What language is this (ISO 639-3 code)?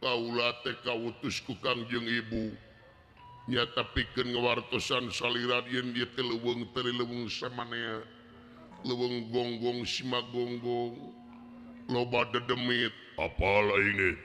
sun